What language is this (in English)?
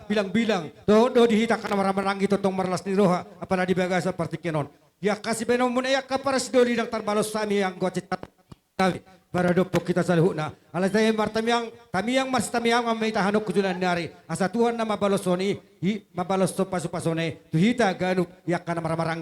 Batak Toba